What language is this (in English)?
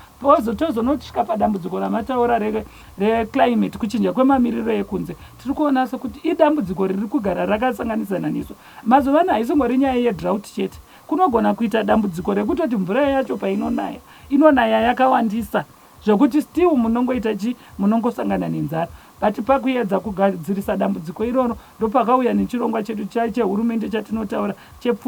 Shona